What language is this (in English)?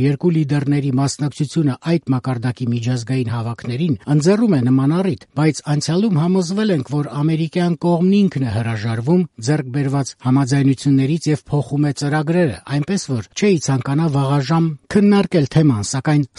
Armenian